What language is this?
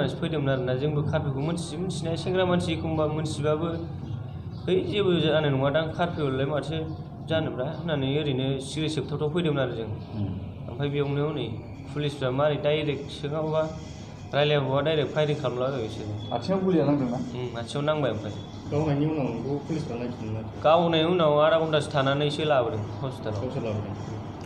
Bodo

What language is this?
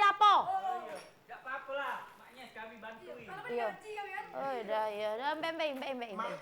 Musi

